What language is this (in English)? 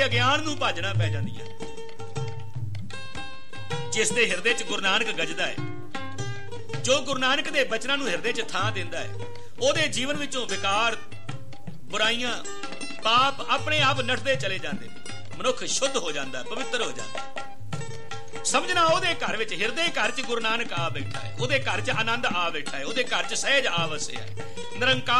Punjabi